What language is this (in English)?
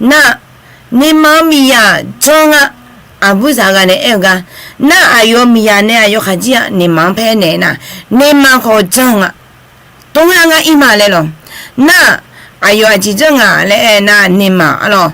Akha